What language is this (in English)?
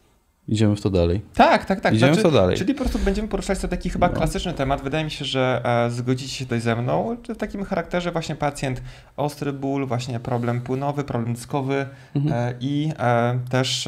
Polish